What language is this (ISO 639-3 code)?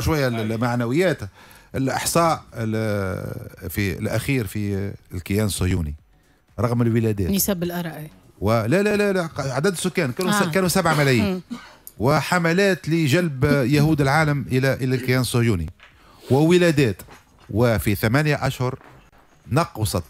aeb